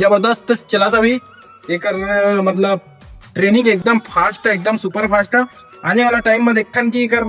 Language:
Chhattisgarhi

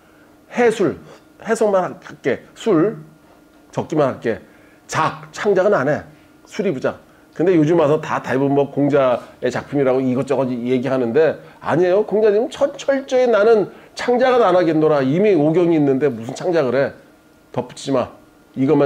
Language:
Korean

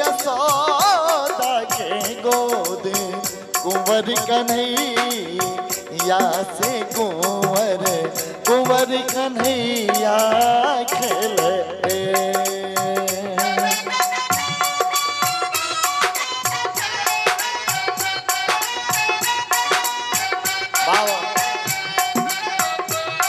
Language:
Bhojpuri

